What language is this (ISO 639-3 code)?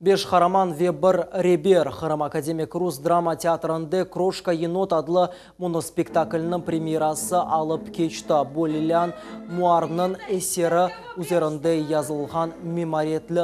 crh